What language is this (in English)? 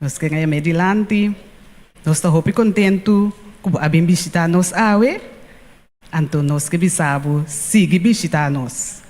Papiamento